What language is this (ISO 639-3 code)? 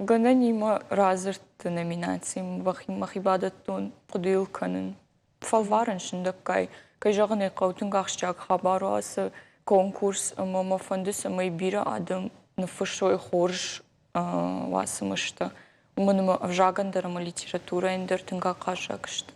oss